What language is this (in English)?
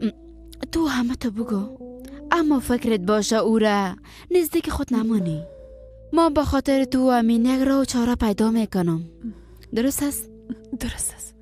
Persian